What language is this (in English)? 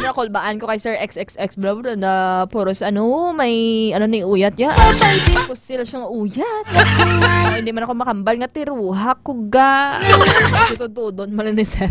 Hiligaynon